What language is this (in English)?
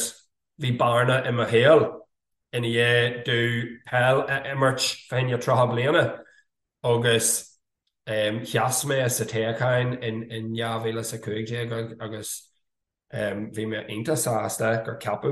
Irish